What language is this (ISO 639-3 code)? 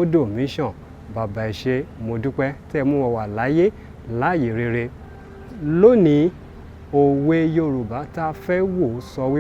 yor